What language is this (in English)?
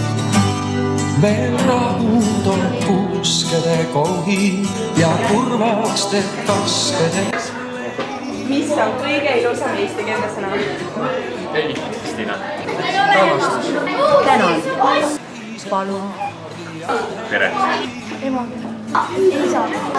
Estonian